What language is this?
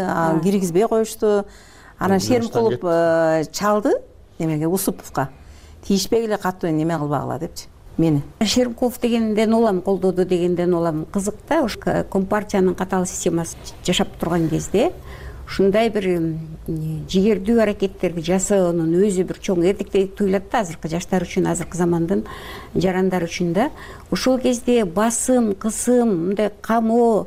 Kyrgyz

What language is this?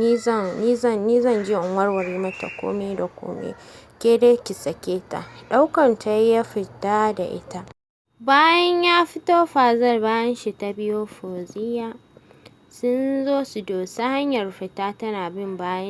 Hausa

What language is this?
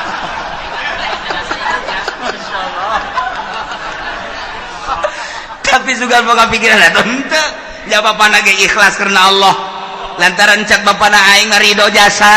Sundanese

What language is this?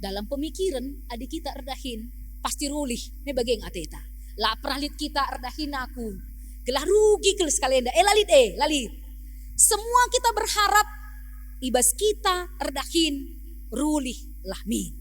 Batak Karo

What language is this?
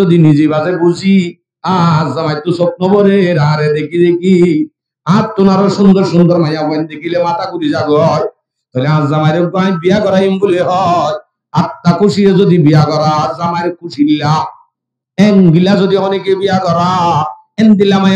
Rohingya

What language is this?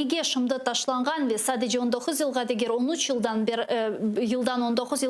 Crimean Tatar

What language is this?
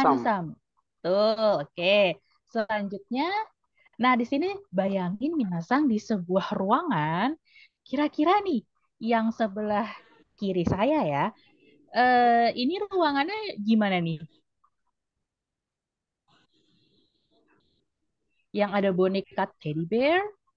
Indonesian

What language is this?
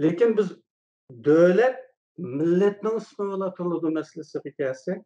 Uyghur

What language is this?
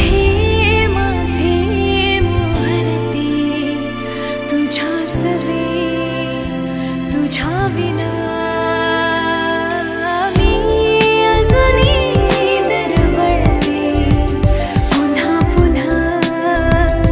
Marathi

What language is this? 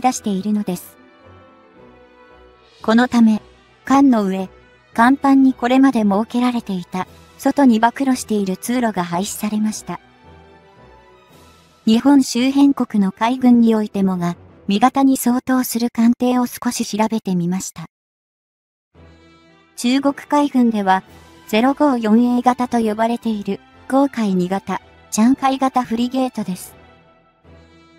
Japanese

